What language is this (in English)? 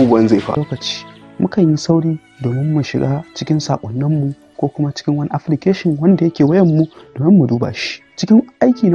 Hausa